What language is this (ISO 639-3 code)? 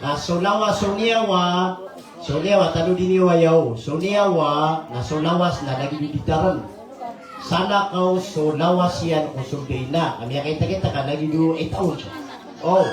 mrw